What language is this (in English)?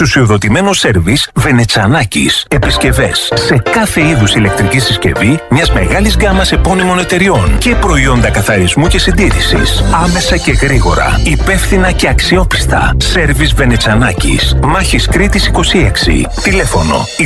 Greek